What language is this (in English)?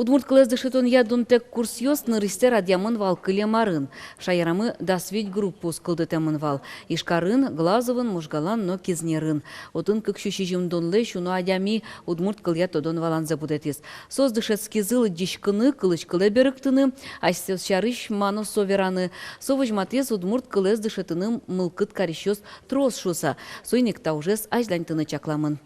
Udmurt